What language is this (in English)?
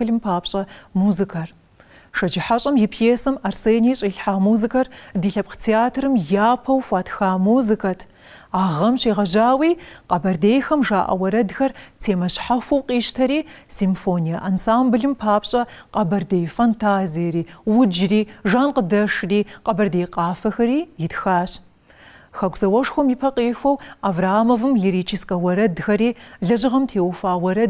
Kabardian